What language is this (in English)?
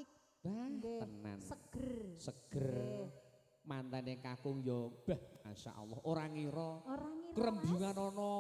Javanese